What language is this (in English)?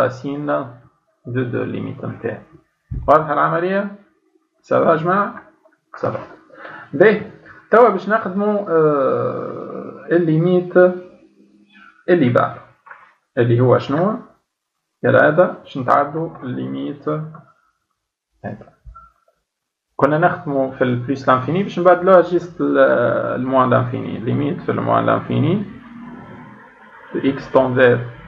Tunisian Arabic